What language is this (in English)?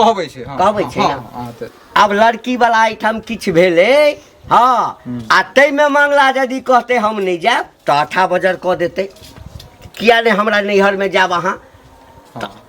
Maithili